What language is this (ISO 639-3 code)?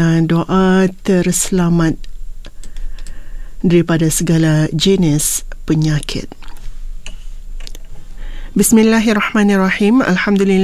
msa